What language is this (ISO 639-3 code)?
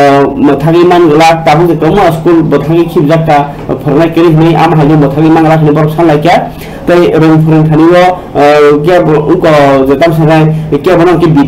trp